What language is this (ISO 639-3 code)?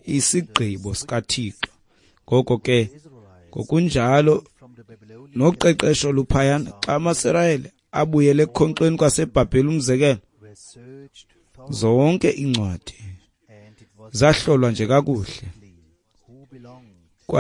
xho